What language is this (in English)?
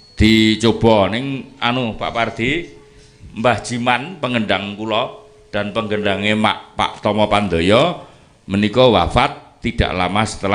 Javanese